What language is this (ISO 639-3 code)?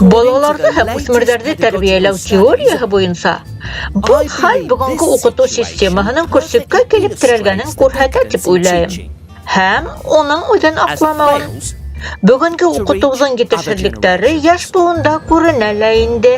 bak